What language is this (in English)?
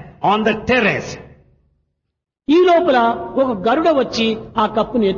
Telugu